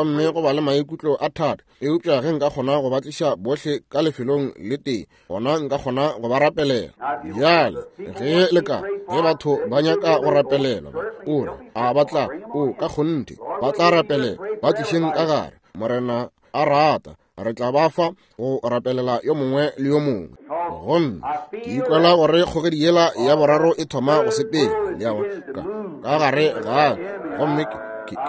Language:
Northern Sotho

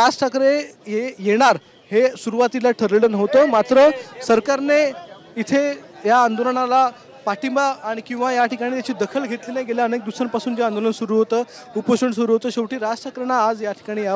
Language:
Marathi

